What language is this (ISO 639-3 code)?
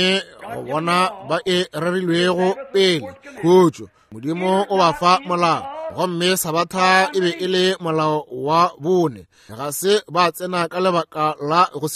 nso